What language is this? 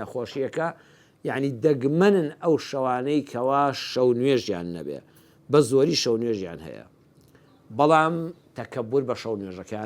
Central Kurdish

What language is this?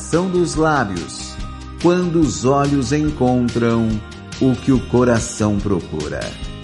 Portuguese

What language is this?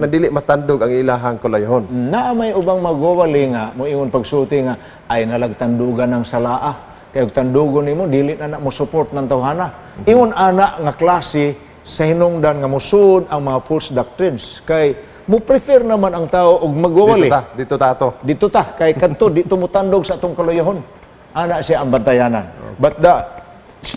Cebuano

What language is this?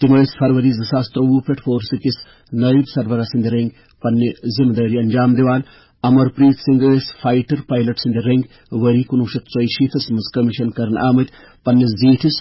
Kashmiri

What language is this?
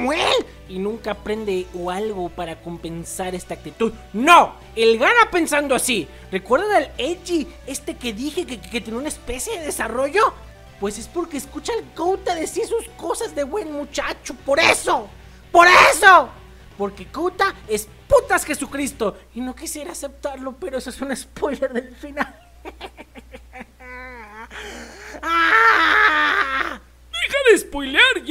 Spanish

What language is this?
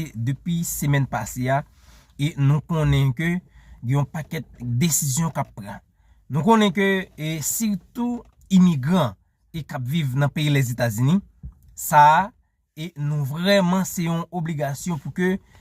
Haitian Creole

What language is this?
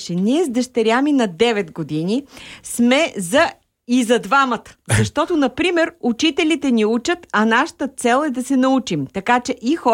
Bulgarian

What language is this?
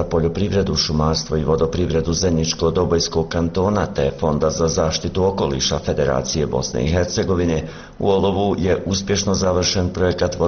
Bosnian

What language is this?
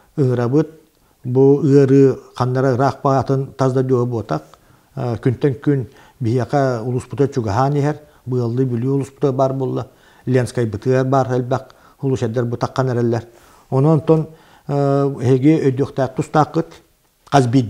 Yakut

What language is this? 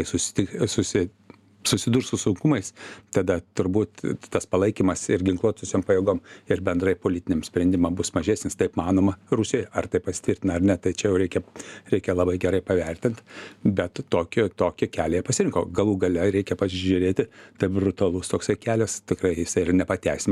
Lithuanian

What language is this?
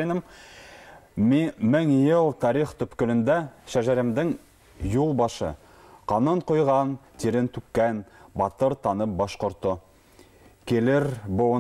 Bashkir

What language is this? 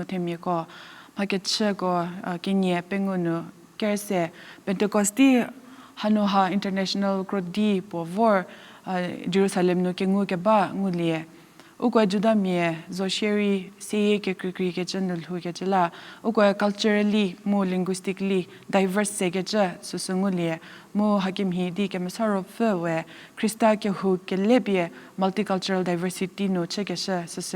Angami Naga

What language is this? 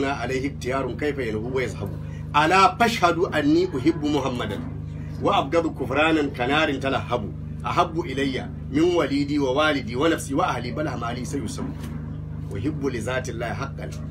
Hausa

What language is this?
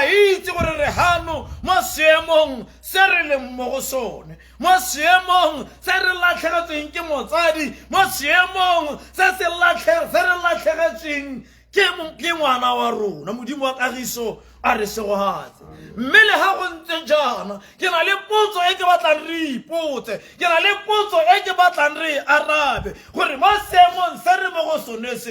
Tswana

